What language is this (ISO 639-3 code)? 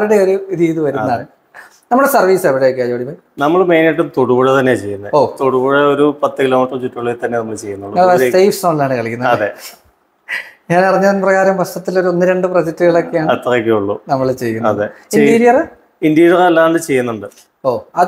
mal